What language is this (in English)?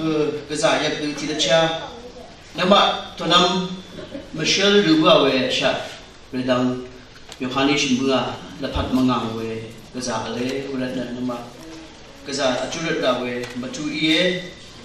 Rawang